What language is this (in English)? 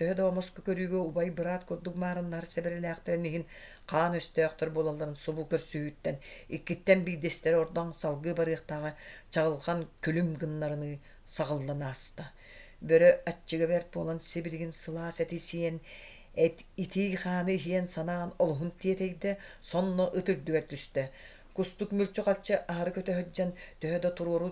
Yakut